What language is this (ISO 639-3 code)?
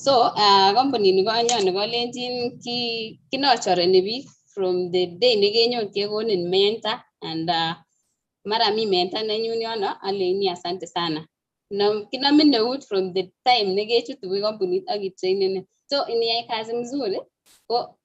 kln